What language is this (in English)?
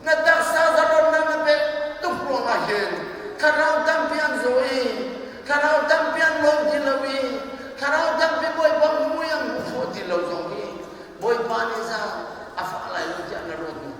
Hakha Chin